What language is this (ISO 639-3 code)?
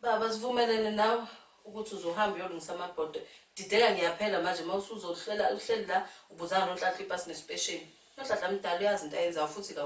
zul